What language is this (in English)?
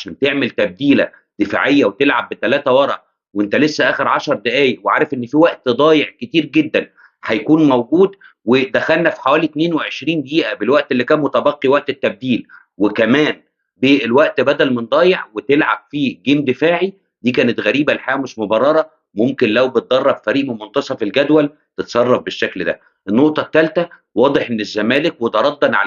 Egyptian Arabic